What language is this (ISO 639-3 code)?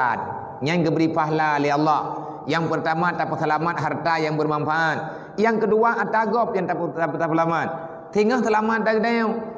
ace